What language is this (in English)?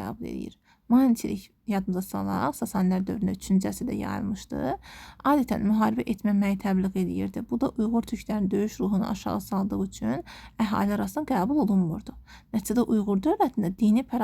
Azerbaijani